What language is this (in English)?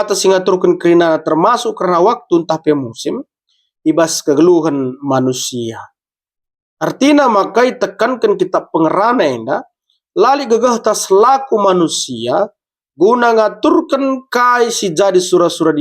Batak Karo